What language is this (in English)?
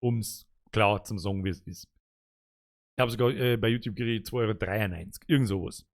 Bavarian